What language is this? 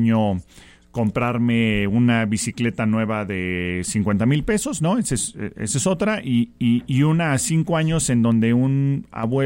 Spanish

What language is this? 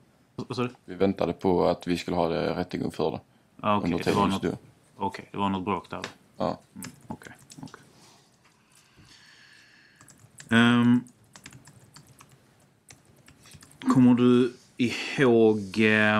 Swedish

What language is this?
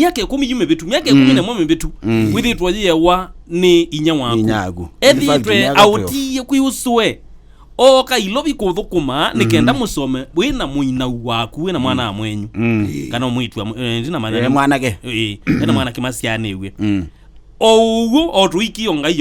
Kamba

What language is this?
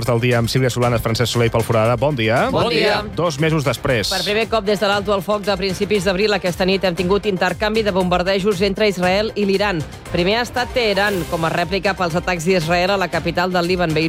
Catalan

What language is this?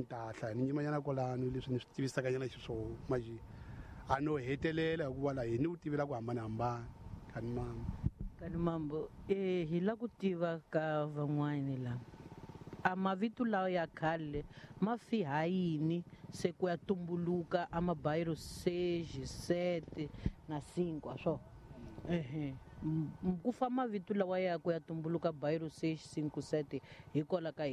Tsonga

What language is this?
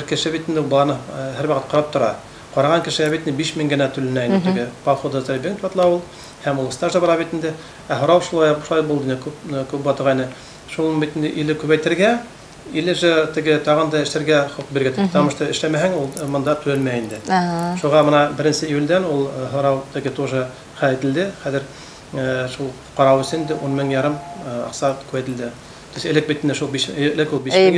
Bashkir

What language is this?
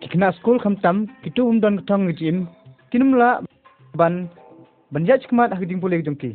Khasi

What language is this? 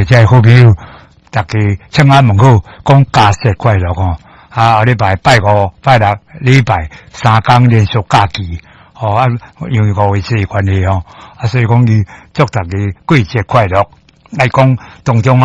Min Nan Chinese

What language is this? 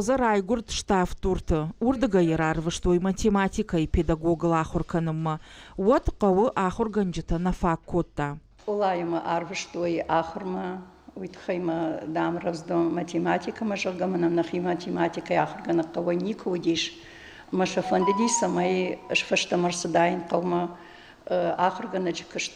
Ossetic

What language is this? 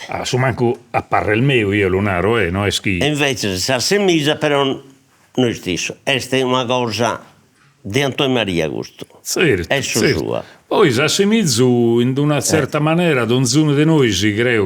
Sardinian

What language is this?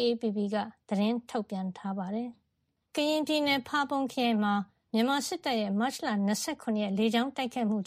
Burmese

